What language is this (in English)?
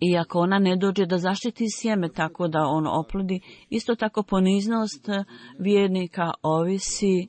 Bosnian